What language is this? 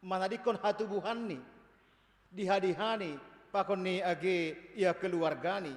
Batak Simalungun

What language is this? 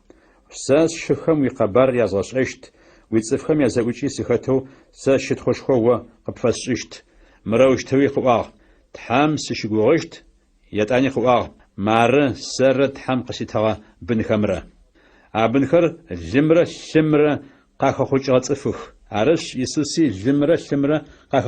Adyghe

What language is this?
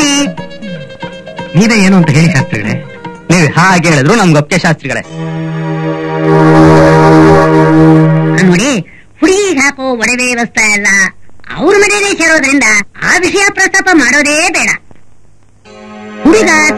Kannada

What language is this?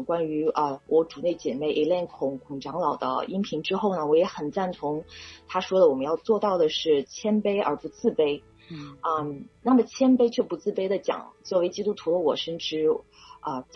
Chinese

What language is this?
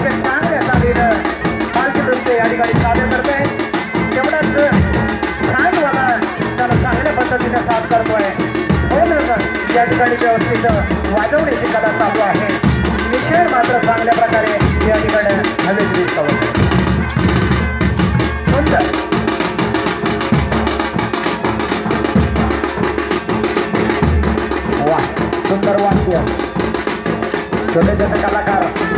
Marathi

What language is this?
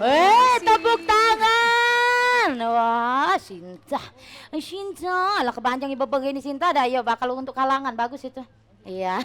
Musi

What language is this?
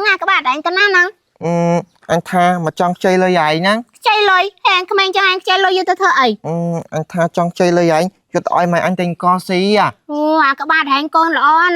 Khmer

